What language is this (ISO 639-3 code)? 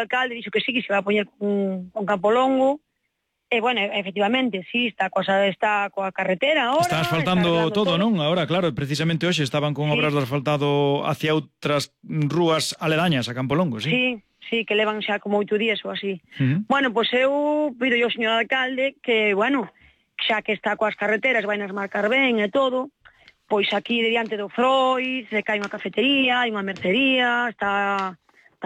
glg